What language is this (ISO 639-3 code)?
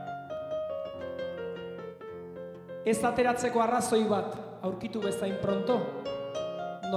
eus